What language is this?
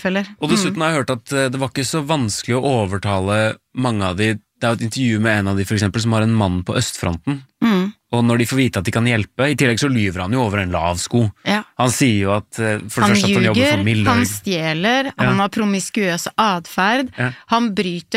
Norwegian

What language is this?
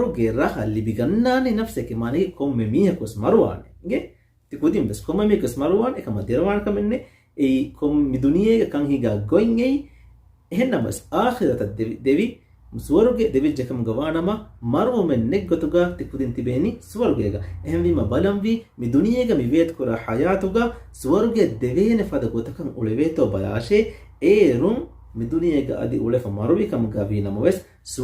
Divehi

